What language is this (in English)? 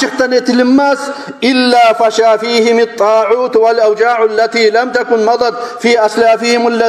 Kumyk